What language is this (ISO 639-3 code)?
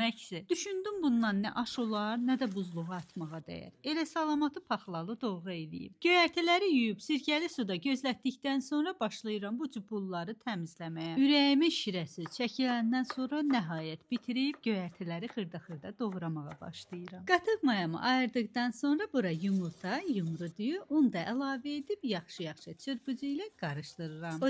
aze